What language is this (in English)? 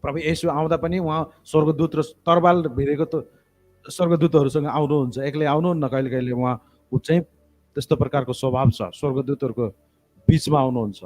Nepali